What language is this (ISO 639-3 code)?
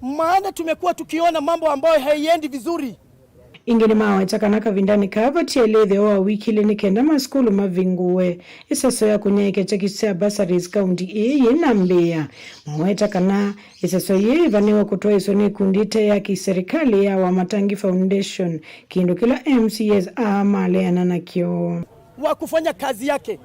kam